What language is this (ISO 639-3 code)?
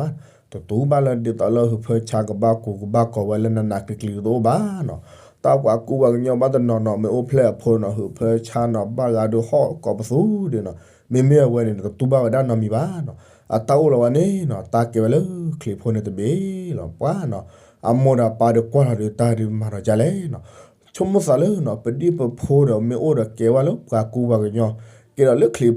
ksw